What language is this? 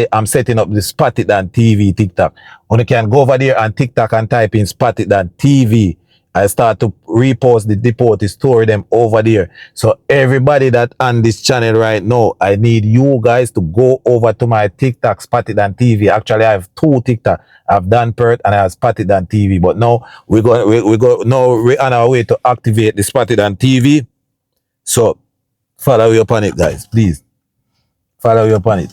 Jamaican Creole English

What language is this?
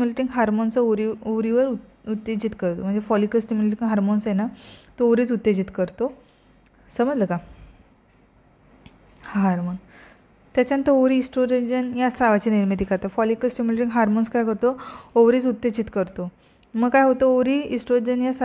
Marathi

